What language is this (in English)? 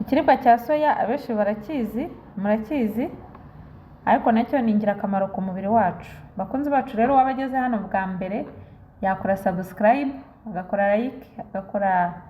Kinyarwanda